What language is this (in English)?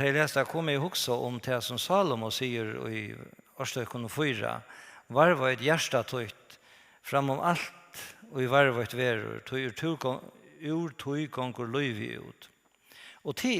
Faroese